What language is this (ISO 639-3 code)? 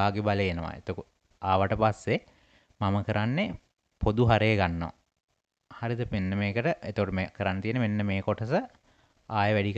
sin